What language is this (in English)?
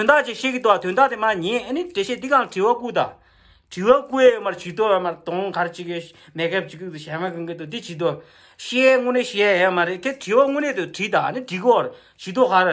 Tibetan